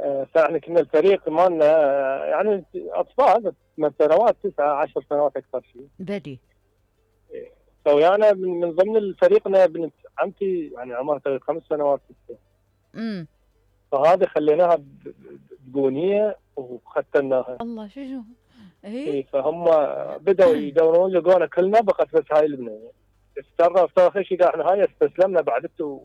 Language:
Mesopotamian Arabic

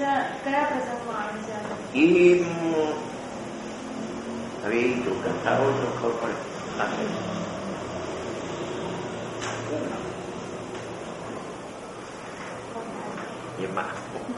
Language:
Gujarati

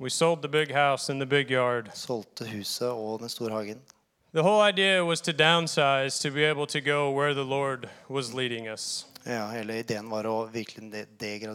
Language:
Norwegian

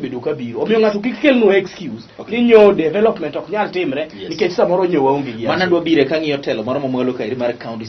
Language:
Luo (Kenya and Tanzania)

